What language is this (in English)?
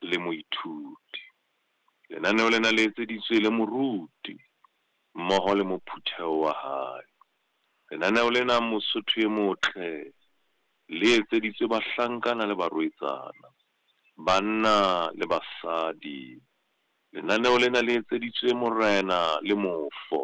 Southern Sotho